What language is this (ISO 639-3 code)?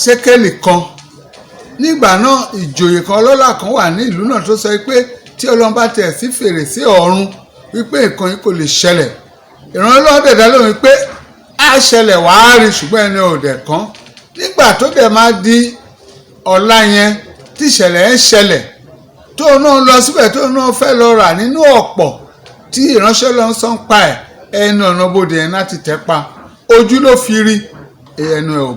yor